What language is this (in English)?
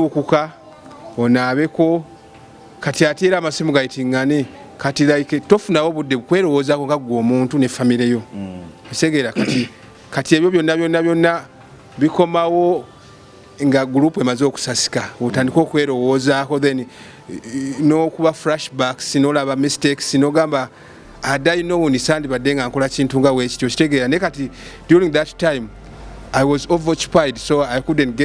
Ganda